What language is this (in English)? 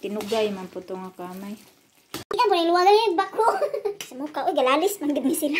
Cebuano